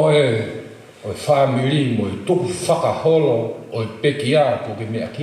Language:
Tongan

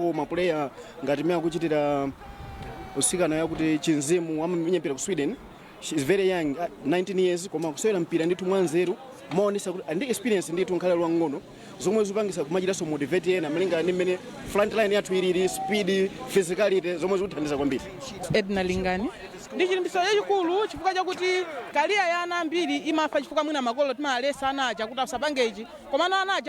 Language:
Nyanja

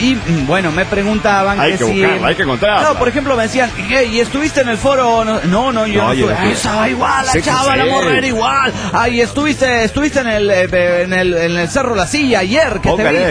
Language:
Spanish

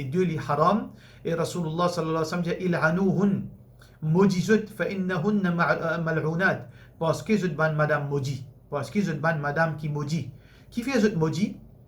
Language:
Morisyen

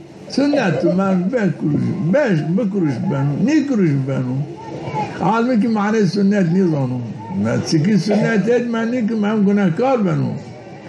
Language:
Zaza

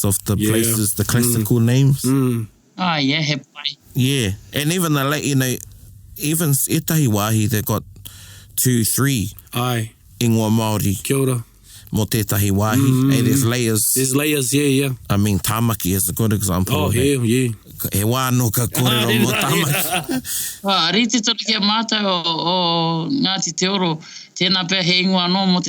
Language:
Māori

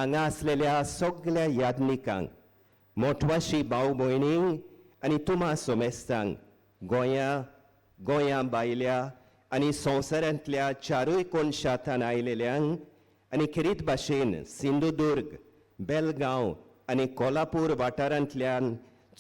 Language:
Konkani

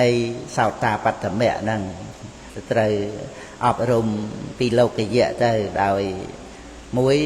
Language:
Khmer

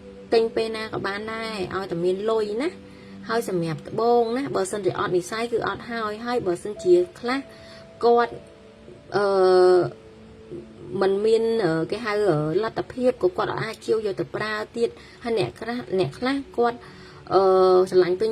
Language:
Khmer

